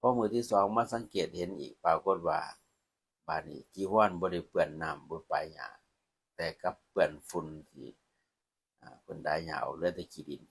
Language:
Lao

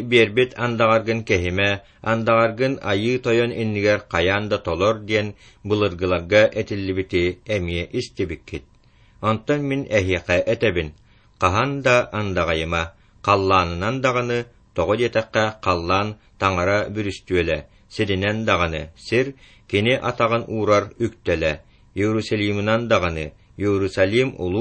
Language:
Yakut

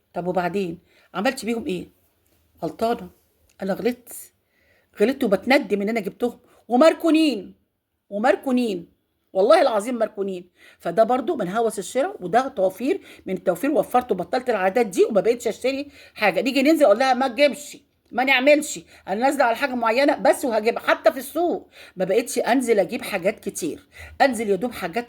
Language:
Egyptian Arabic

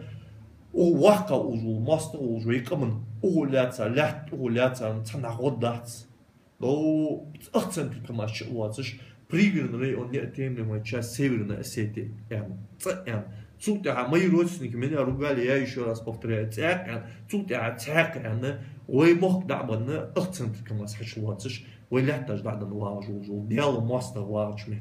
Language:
Ingush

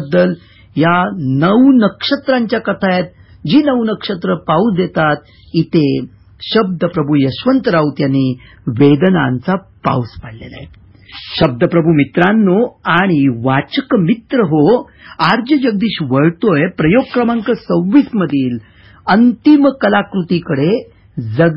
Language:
Marathi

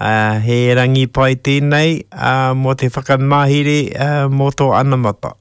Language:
Māori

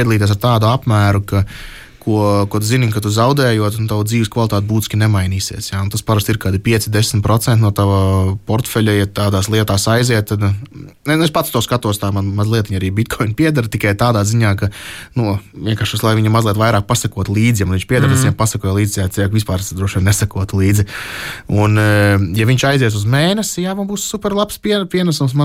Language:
Latvian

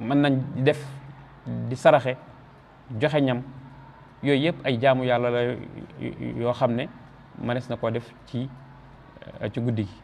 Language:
Wolof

